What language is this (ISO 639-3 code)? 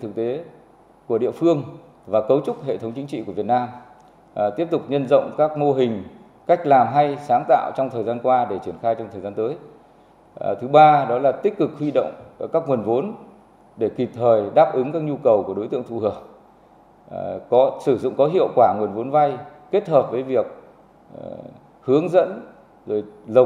vie